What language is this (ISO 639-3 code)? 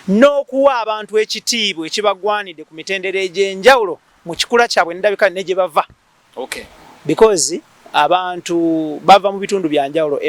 lug